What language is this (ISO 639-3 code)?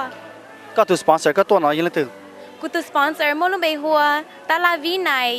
hmn